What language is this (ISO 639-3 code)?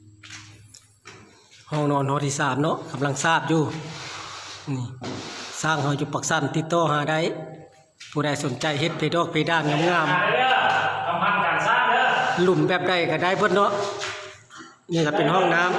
lao